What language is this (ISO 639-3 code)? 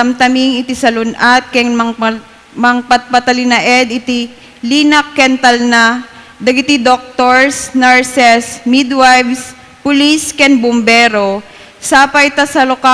ilo